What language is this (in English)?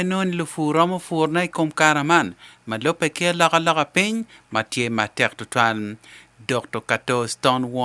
Acoli